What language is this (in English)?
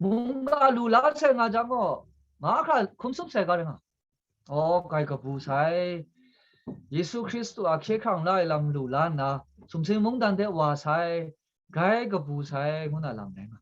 Kachin